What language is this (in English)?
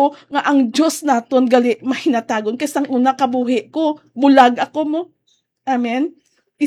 Hiligaynon